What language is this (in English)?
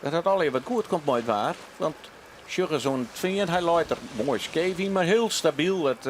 Western Frisian